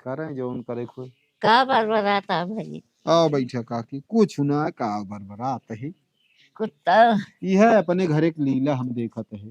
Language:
Awadhi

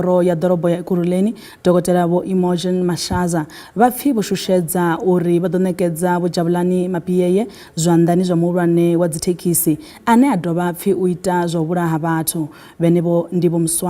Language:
Venda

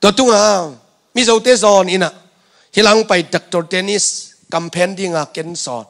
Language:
Tedim Chin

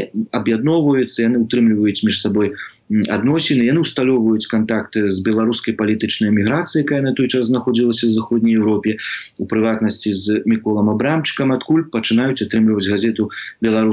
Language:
Belarusian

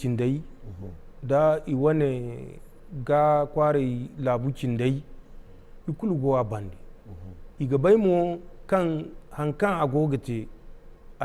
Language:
Zarma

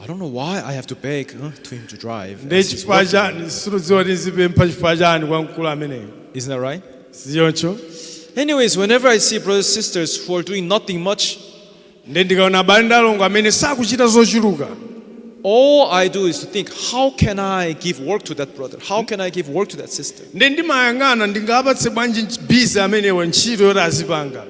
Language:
Nyanja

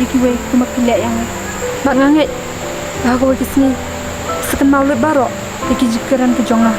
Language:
Khasi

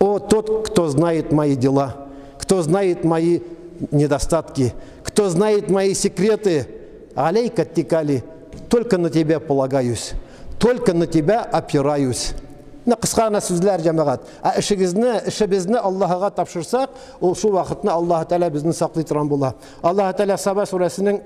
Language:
Tatar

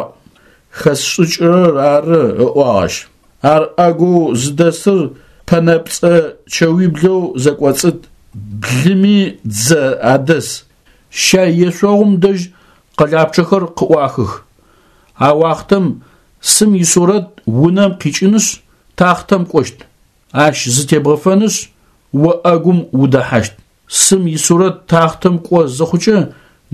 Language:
Adyghe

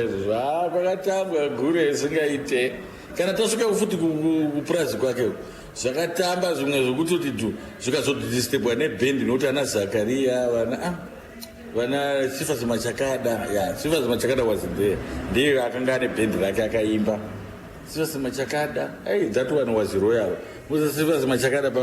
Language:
Shona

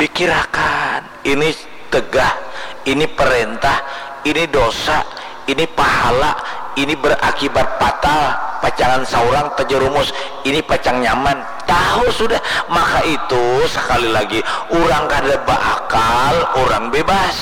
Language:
Banjar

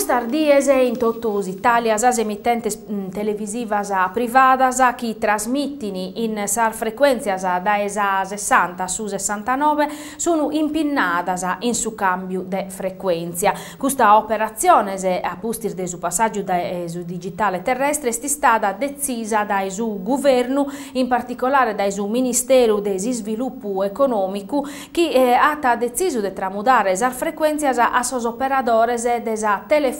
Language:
Sardinian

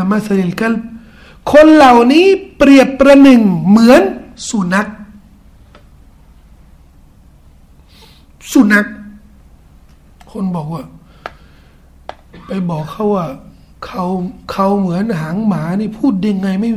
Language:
Thai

